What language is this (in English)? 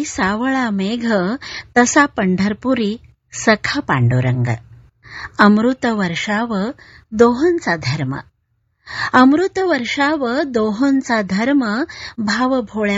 Marathi